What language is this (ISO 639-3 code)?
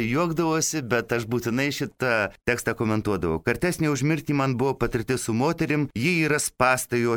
lit